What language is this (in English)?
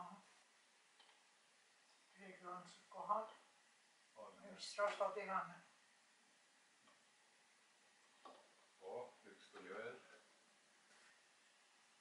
Estonian